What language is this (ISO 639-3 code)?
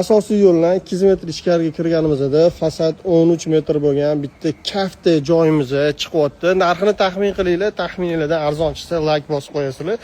uzb